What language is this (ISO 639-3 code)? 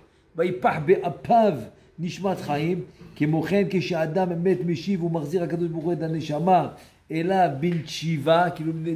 heb